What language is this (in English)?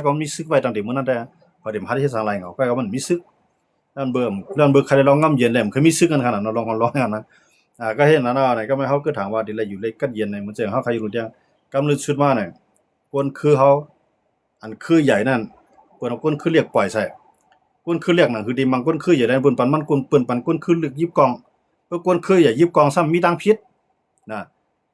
Shan